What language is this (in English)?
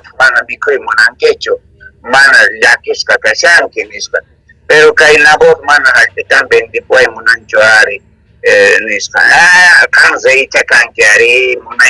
South Bolivian Quechua